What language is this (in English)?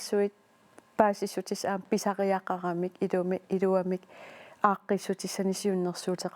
Kalaallisut